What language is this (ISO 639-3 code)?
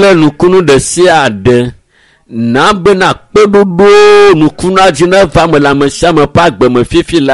ewe